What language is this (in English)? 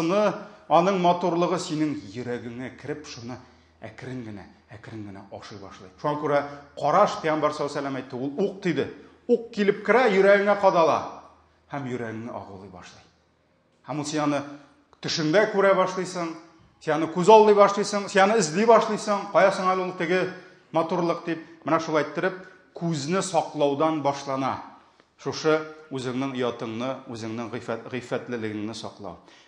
Tatar